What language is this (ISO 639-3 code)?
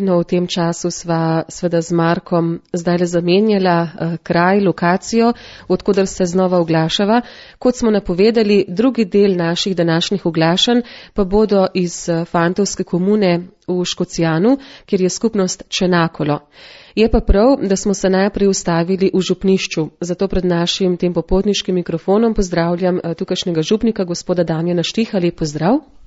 slv